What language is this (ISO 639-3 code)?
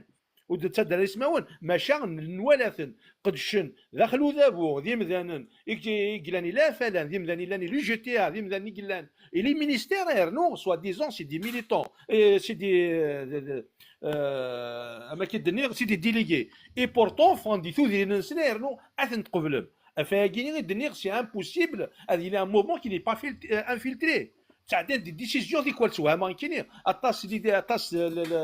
kab